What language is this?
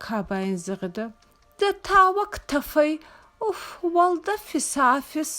Ossetic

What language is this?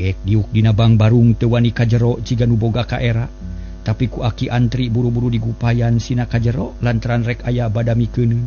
Sundanese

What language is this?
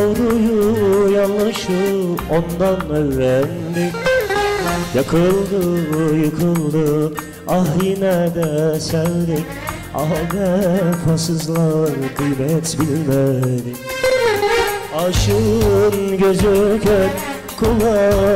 Turkish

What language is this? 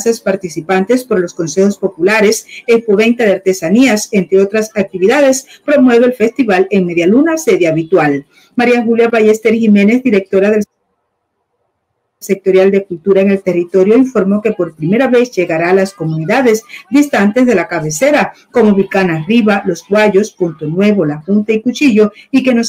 Spanish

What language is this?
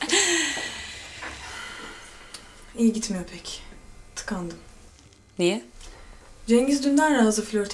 Turkish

